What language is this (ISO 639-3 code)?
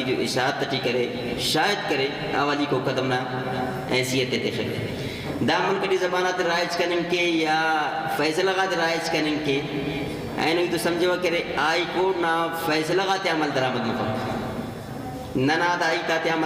brh